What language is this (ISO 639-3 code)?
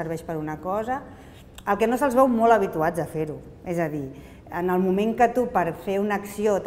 cat